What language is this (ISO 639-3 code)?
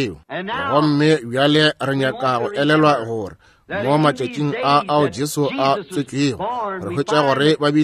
nso